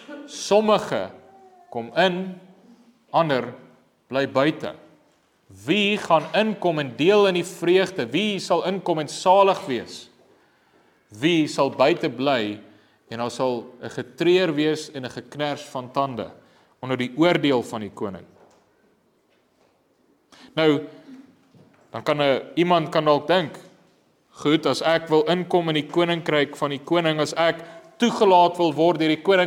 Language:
Afrikaans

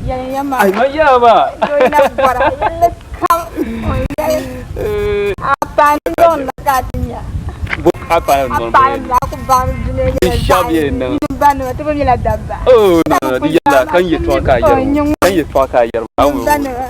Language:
Dagbani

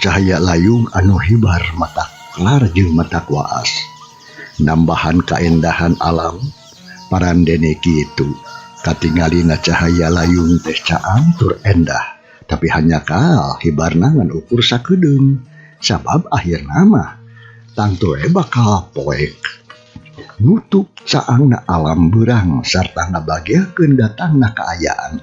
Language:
Sundanese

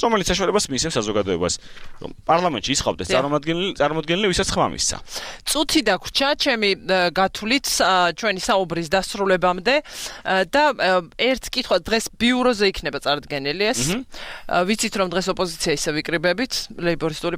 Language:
Georgian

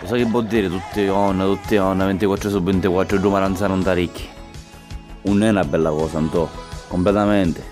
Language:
Sicilian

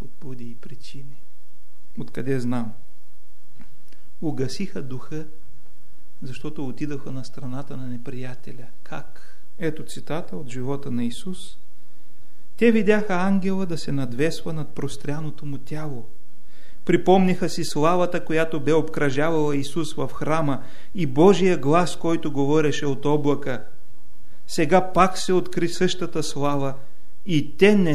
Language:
Bulgarian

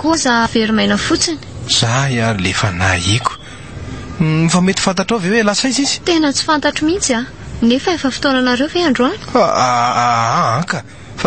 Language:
Malagasy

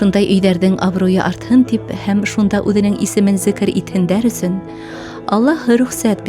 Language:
Bashkir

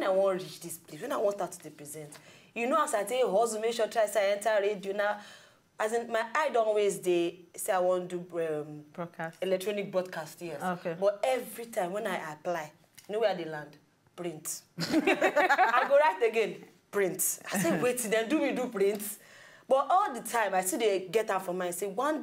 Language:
Nigerian Pidgin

